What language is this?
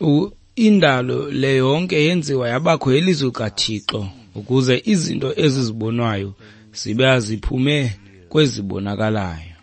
Xhosa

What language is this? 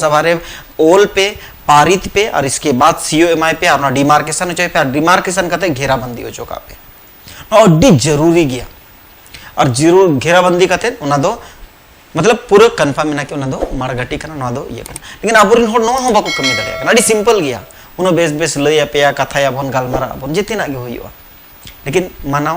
Santali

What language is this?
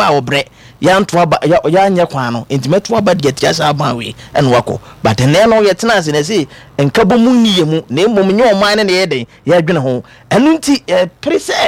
Akan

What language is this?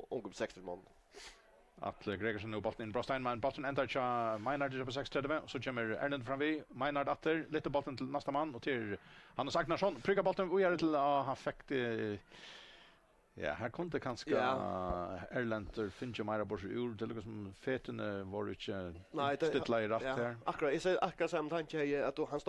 Faroese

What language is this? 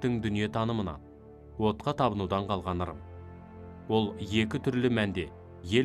Kazakh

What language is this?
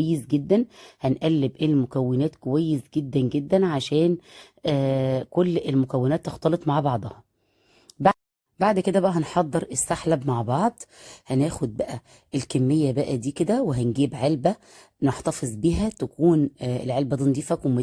Egyptian Arabic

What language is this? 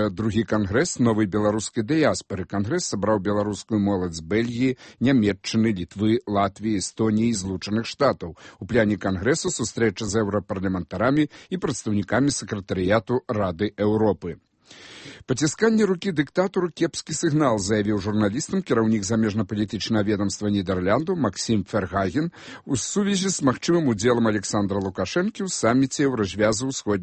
Belarusian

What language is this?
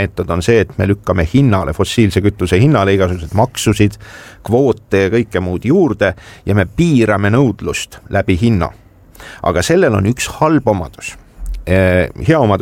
Estonian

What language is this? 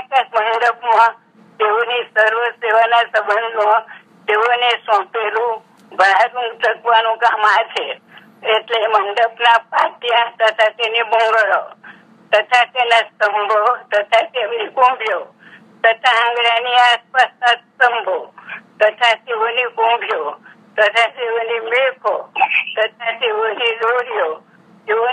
Gujarati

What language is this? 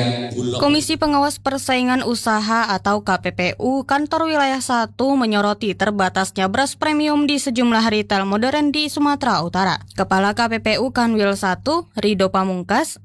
Indonesian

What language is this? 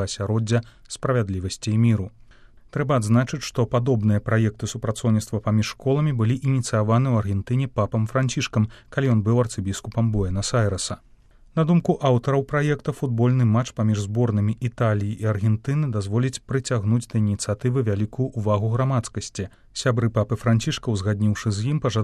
Belarusian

